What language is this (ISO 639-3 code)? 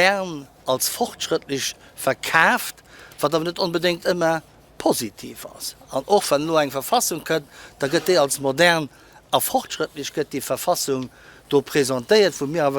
ltz